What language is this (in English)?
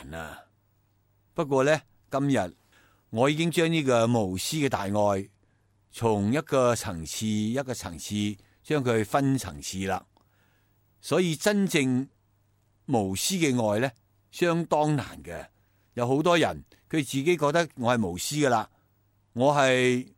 Cantonese